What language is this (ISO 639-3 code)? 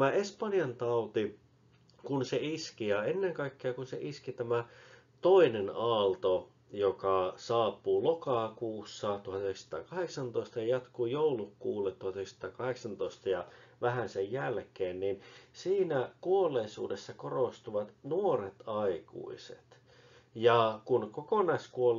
fin